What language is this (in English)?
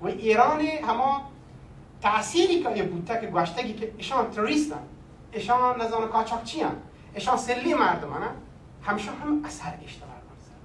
Baluchi